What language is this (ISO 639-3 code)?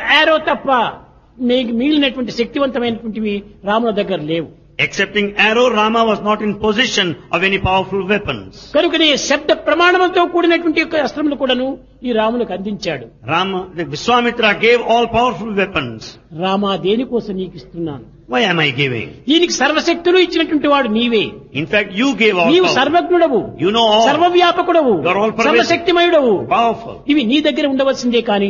tel